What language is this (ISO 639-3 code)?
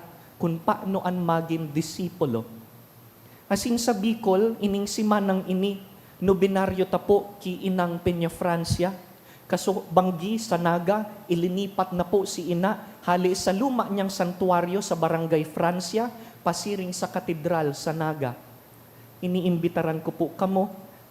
bik